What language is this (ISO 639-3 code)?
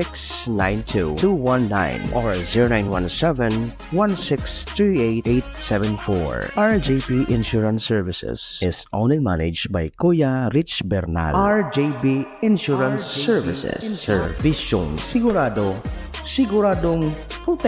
bik